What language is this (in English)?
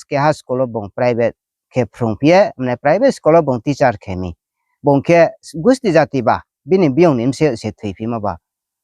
Riang (India)